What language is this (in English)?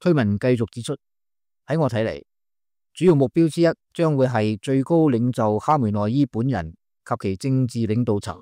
Cantonese